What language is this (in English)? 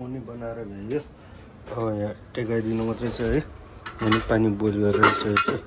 Nepali